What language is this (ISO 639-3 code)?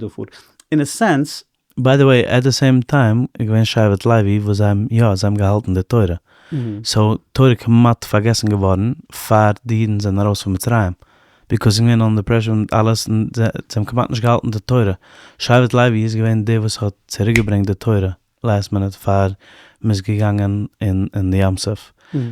yid